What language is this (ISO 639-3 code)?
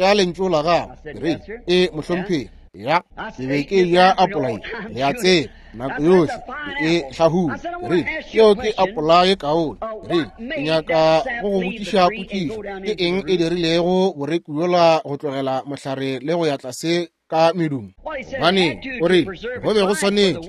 nso